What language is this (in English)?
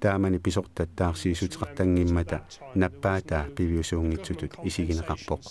Kalaallisut